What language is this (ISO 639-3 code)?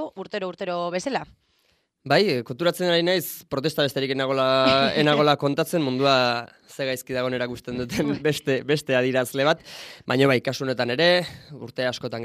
eus